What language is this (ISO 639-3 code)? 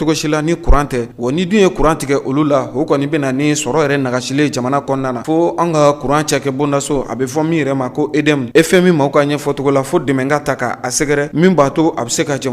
bam